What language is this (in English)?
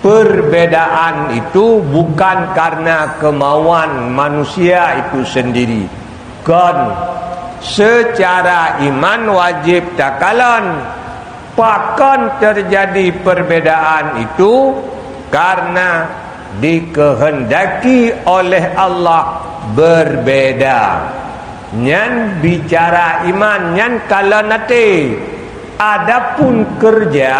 Achinese